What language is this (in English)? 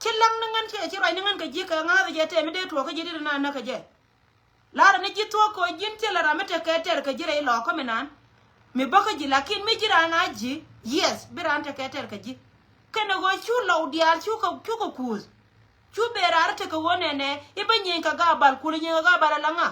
Nuer